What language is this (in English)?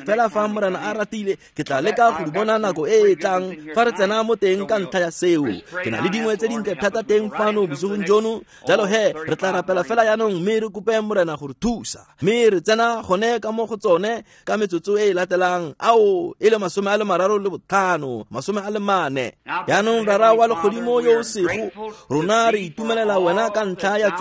Tswana